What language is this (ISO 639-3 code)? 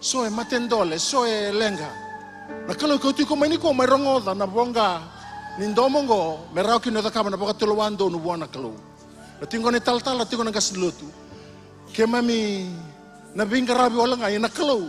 fij